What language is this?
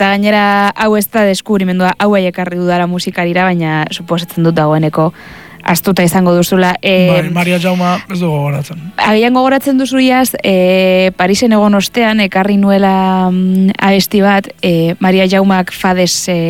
Basque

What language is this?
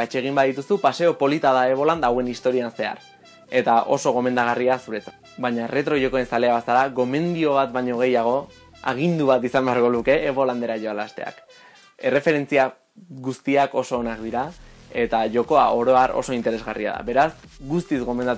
Basque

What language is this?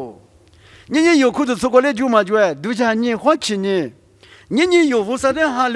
Lisu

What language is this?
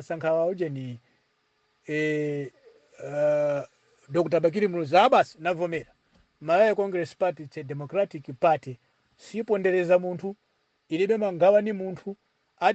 Nyanja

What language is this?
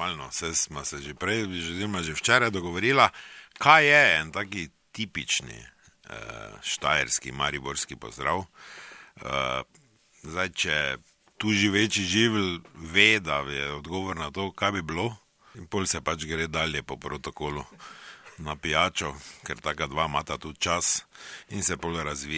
Slovenian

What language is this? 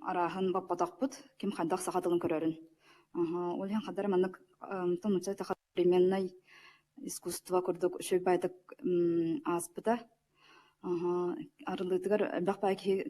Yakut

